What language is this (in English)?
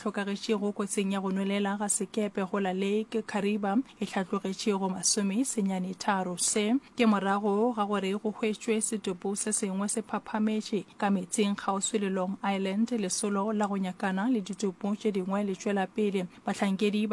Northern Sotho